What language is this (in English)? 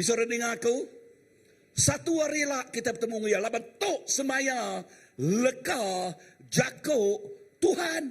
Iban